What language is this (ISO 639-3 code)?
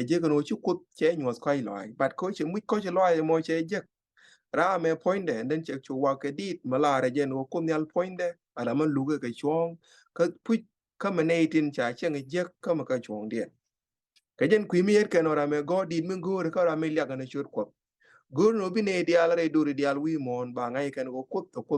nus